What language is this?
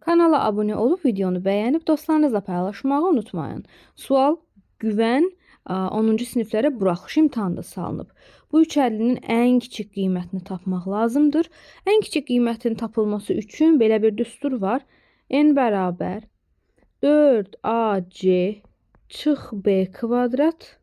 Azerbaijani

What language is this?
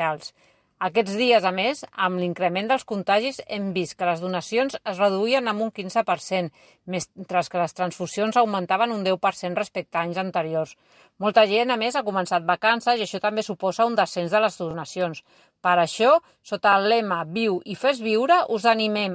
Catalan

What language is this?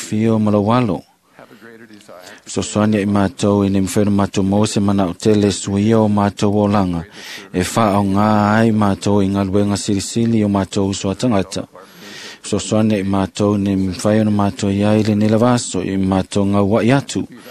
Samoan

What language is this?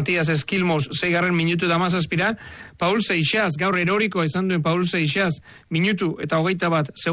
Basque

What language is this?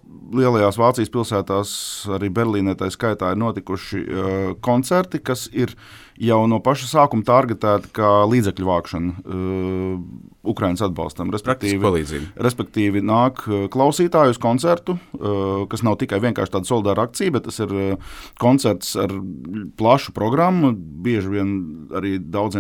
Latvian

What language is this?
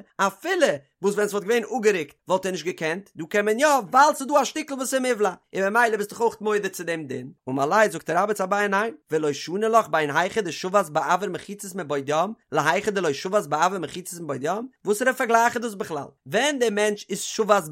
Yiddish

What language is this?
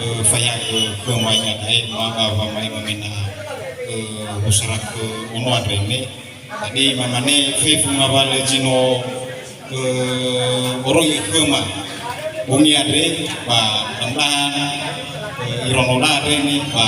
Nias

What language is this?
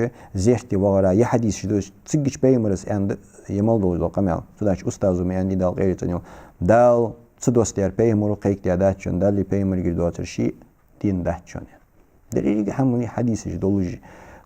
Ingush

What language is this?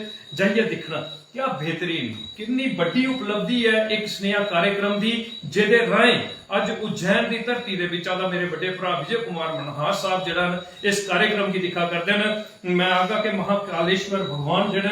Dogri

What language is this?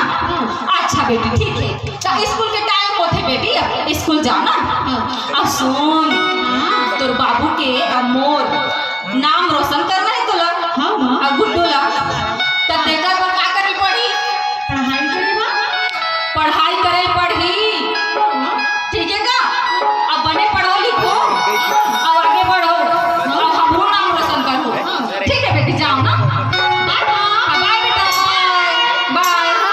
Chhattisgarhi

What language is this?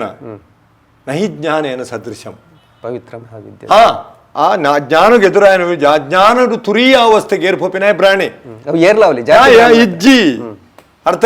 Tulu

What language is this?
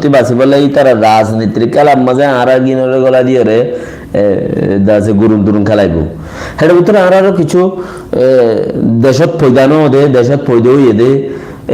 Rohingya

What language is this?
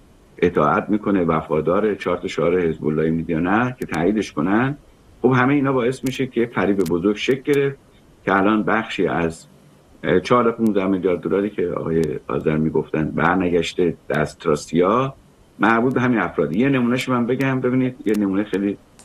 Persian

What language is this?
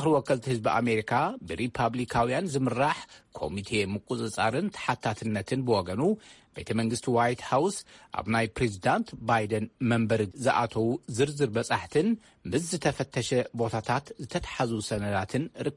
Tigrinya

